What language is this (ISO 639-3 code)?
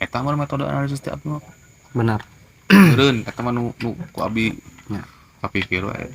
sun